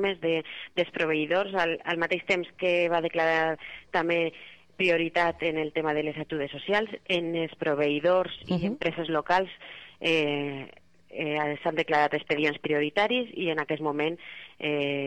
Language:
Catalan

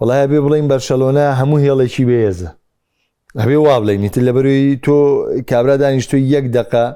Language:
Central Kurdish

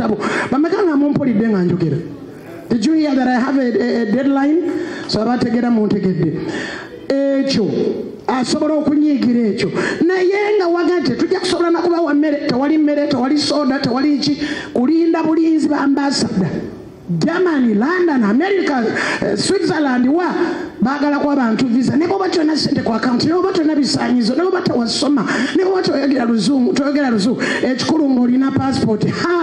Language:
Ganda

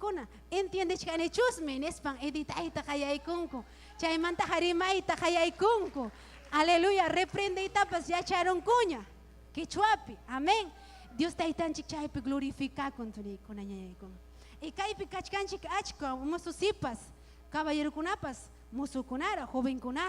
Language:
Ayacucho Quechua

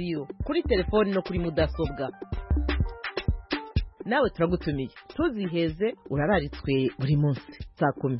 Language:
Kinyarwanda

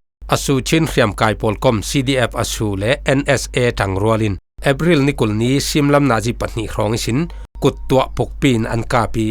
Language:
Falam Chin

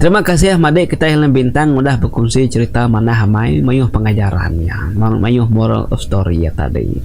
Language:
Iban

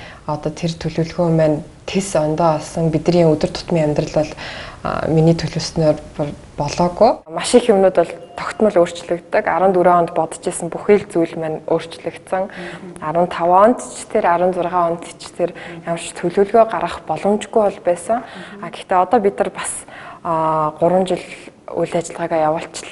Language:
Mongolian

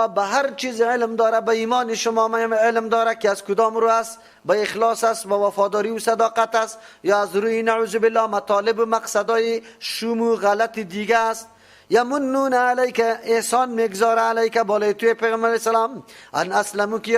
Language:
Persian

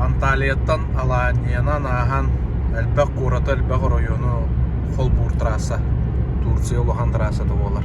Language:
Yakut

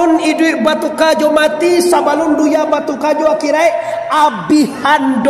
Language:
Minangkabau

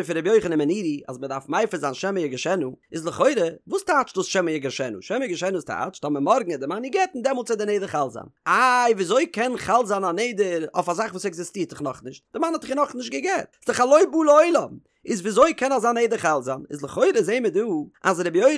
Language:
Yiddish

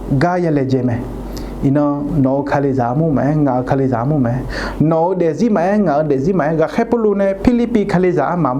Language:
Akha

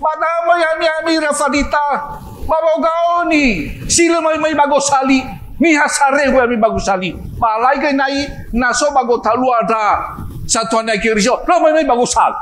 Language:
Nias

